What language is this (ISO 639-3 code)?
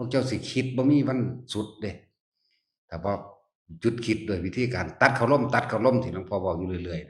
tts